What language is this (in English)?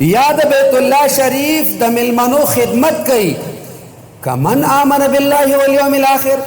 Pashto